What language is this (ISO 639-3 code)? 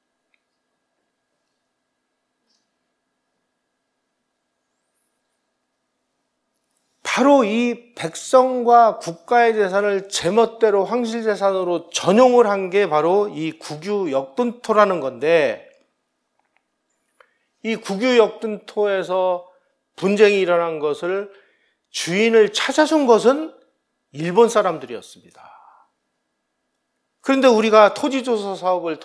kor